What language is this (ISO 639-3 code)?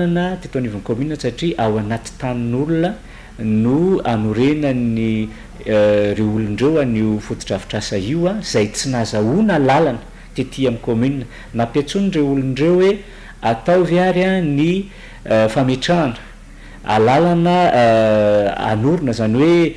mlg